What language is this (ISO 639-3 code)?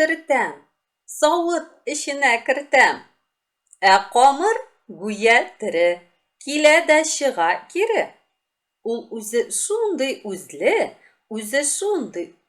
tat